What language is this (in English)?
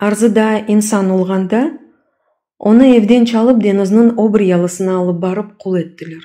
Crimean Tatar